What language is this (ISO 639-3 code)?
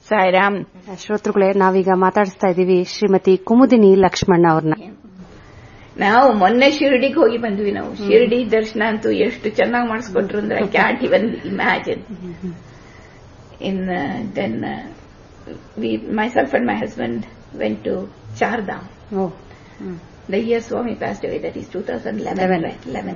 kan